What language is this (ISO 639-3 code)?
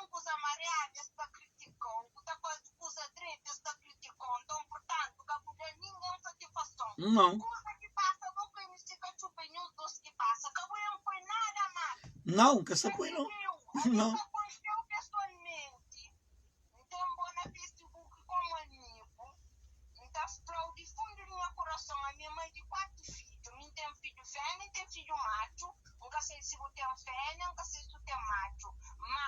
kea